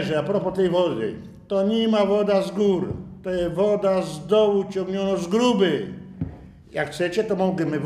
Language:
Silesian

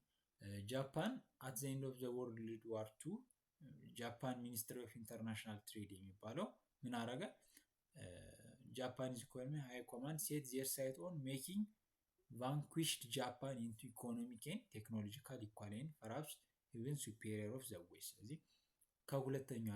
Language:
Amharic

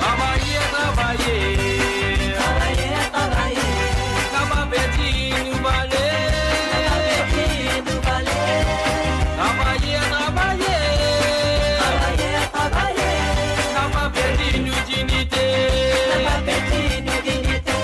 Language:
Morisyen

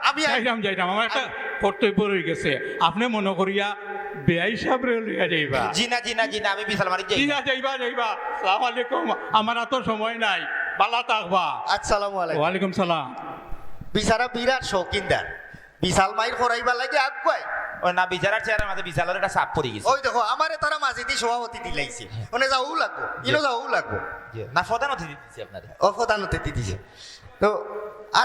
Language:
Sylheti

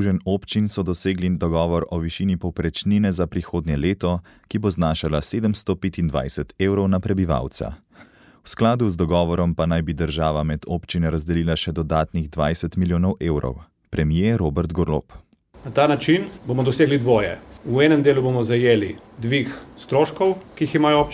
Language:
Slovenian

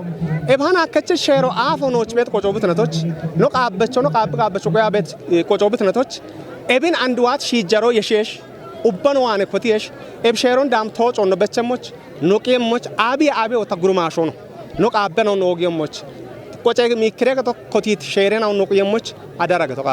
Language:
Kafa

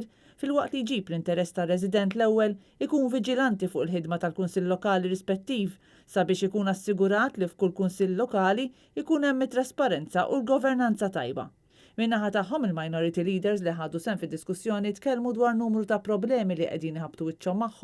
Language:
Maltese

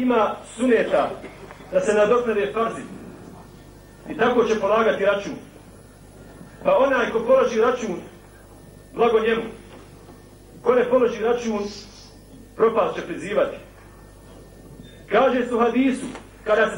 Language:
Bosnian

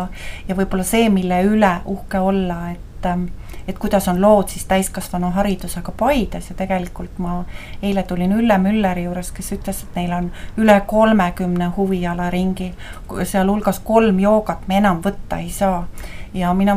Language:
Estonian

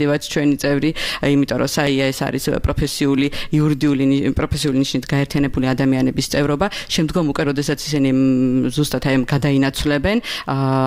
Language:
Georgian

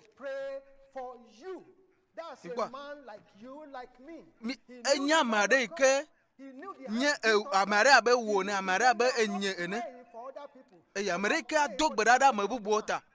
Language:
Ewe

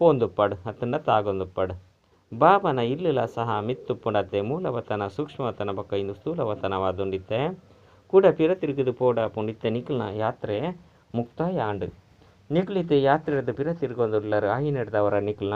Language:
Tulu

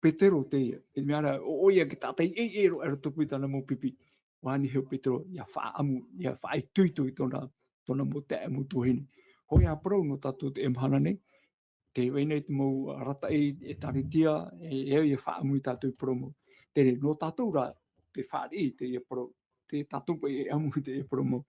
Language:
Tahitian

